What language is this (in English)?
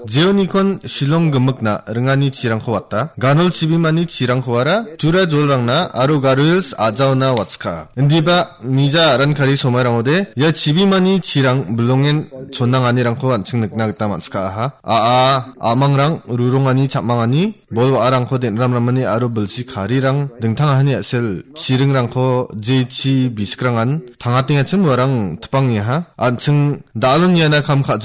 Garo